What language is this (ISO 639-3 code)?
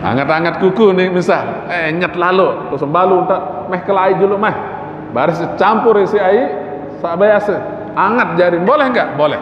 sas